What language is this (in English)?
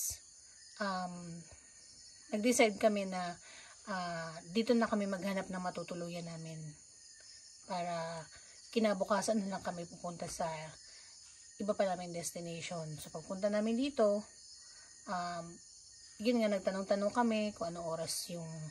Filipino